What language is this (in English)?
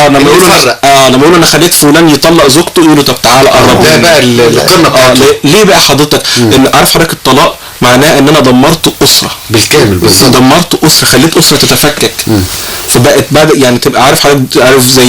Egyptian Arabic